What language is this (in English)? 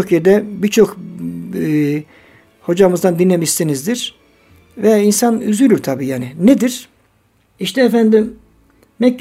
Turkish